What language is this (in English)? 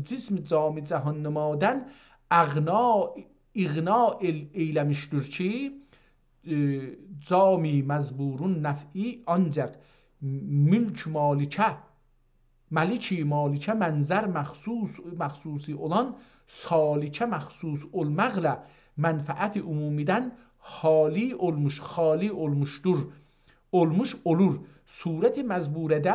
South Azerbaijani